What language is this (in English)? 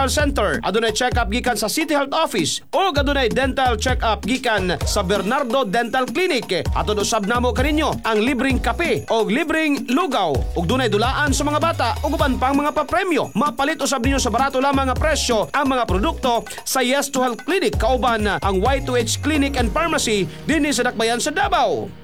Cebuano